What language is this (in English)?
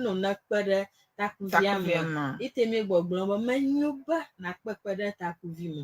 Ewe